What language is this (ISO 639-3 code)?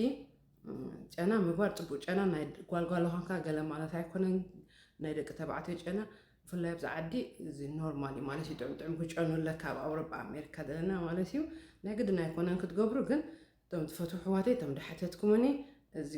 tir